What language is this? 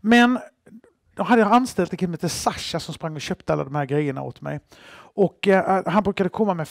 Swedish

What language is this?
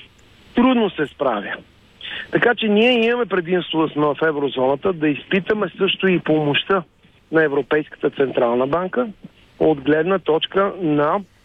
Bulgarian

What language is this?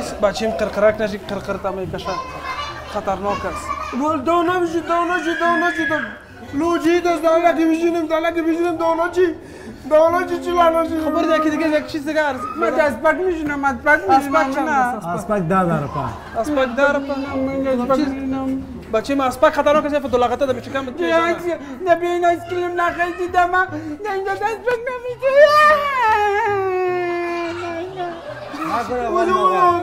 Persian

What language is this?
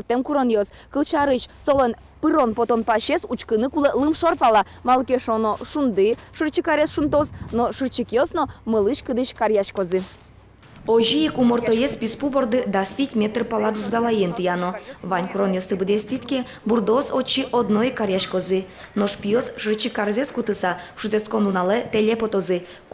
Udmurt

